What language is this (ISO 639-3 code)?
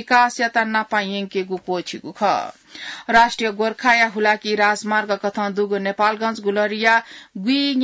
new